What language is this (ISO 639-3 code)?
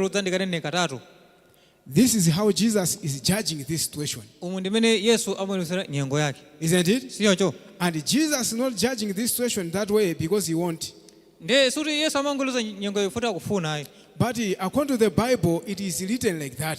nya